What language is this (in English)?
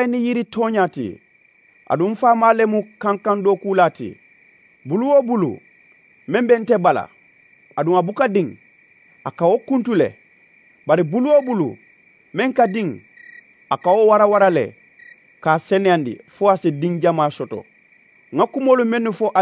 Mandingo